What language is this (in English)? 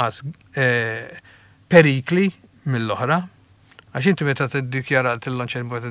Maltese